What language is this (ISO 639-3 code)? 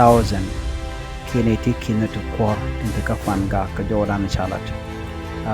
nus